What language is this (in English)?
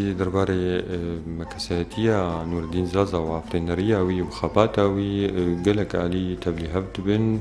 Kurdish